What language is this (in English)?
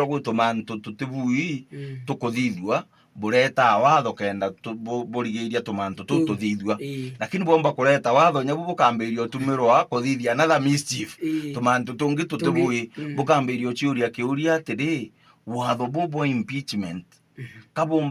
Meru